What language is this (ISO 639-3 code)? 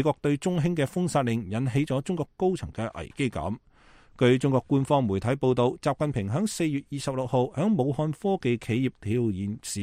yue